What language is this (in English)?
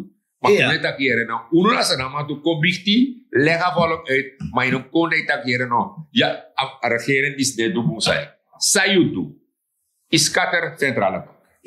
Sranan Tongo